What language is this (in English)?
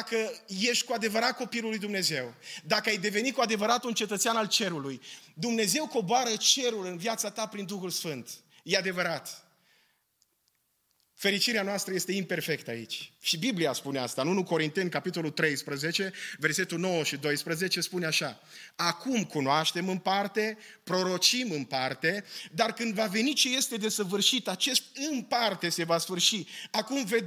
Romanian